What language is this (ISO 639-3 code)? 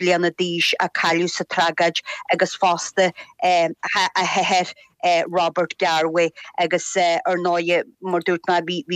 gle